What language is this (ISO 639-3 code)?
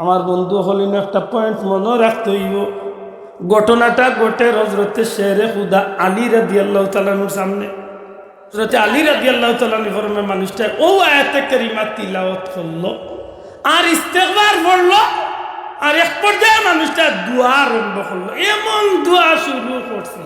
syl